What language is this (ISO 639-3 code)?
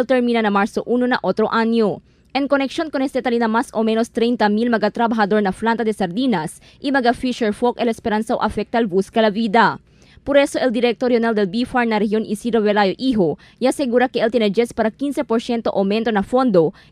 cbk